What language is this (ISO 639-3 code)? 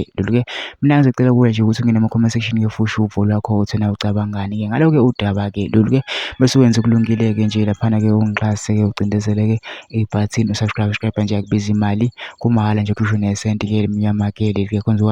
zul